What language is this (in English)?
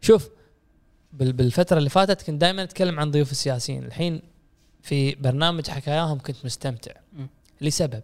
Gulf Arabic